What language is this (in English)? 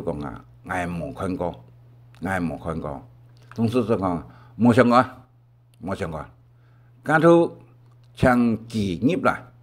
Hakka Chinese